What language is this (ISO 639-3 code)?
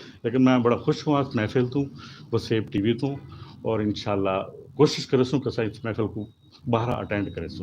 skr